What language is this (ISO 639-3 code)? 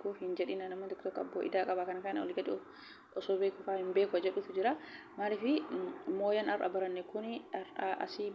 orm